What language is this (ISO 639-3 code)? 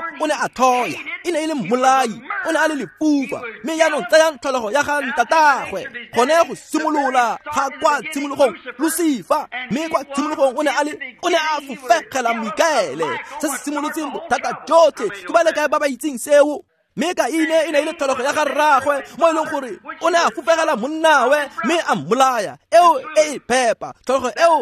tsn